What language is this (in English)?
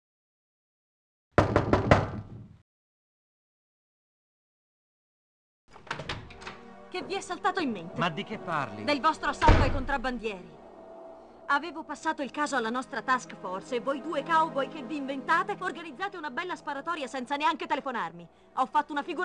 Italian